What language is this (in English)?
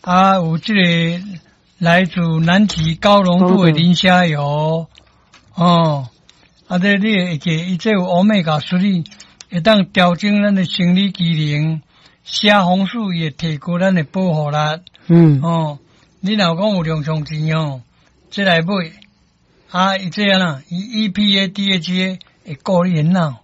Min Nan Chinese